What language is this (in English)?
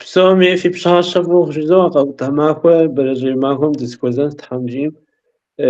Kabardian